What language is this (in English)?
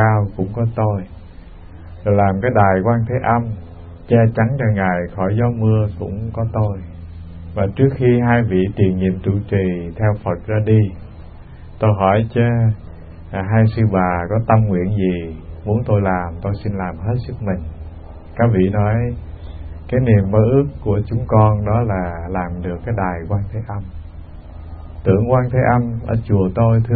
Vietnamese